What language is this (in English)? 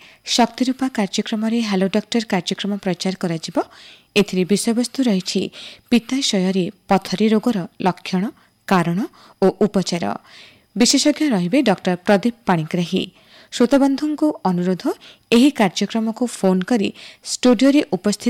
Odia